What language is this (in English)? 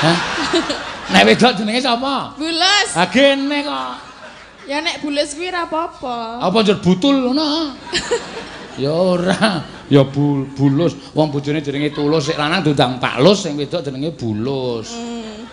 Javanese